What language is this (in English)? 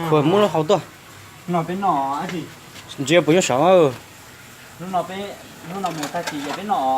Hmong